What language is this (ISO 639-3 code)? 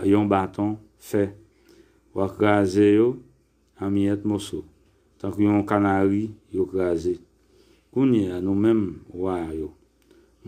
hat